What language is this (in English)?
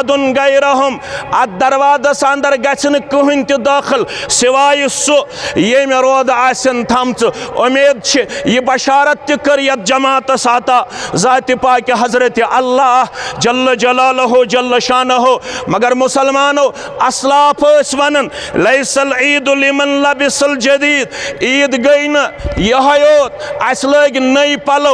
Kashmiri